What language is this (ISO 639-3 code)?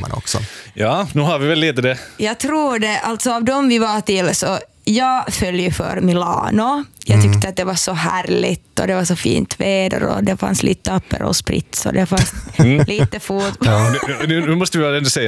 swe